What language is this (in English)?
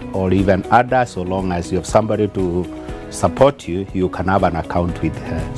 Meru